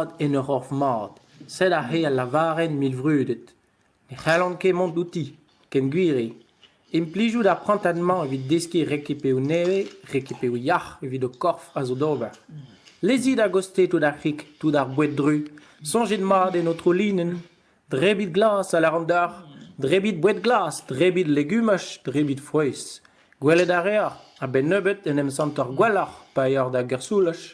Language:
Breton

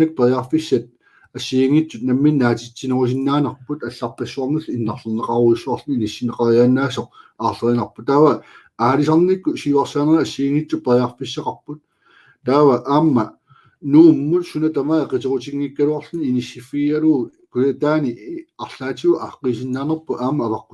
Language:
Kalaallisut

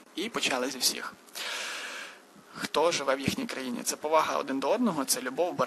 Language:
Ukrainian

